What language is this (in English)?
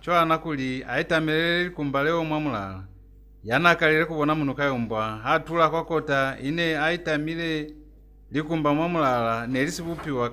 Lozi